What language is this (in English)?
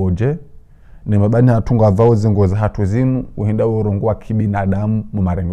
Ngazidja Comorian